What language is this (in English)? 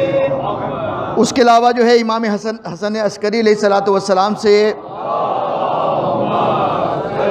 Urdu